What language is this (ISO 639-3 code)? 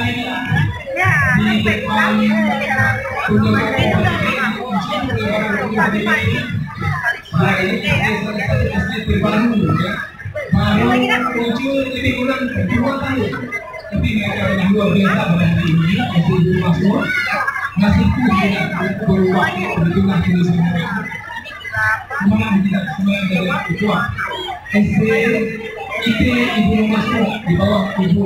ind